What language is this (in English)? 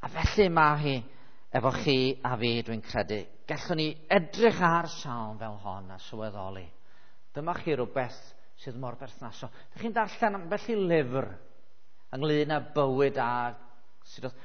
Welsh